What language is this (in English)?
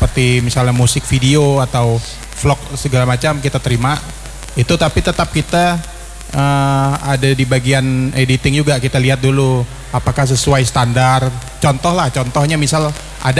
Indonesian